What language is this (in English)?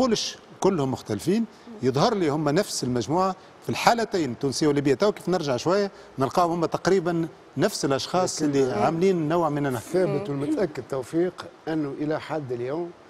Tunisian Arabic